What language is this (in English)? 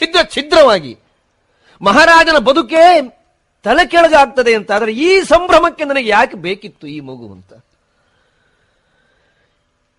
Kannada